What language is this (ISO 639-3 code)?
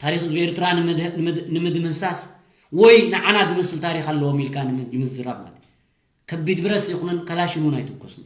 tir